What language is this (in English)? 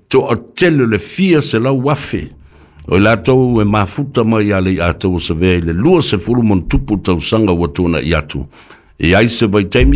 Samoan